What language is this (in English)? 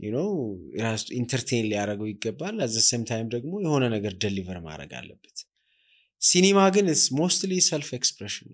Amharic